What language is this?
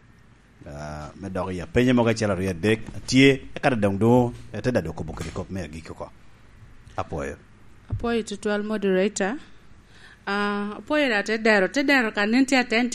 Lango (Uganda)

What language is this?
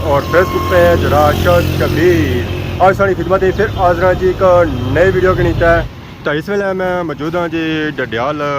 Pahari-Potwari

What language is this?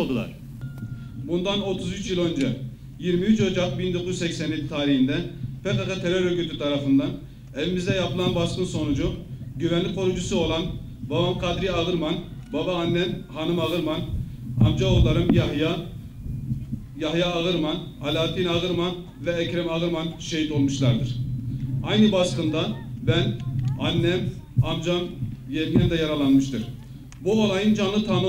Turkish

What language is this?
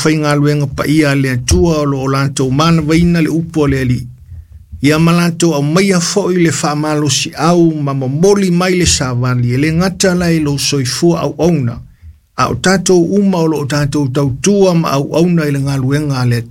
Samoan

